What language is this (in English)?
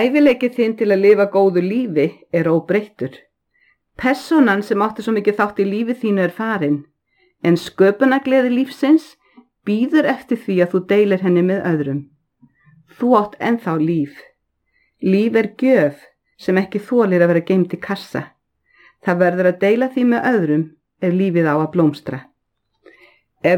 Icelandic